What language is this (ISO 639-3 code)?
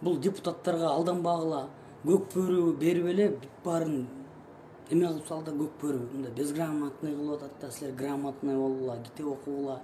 kir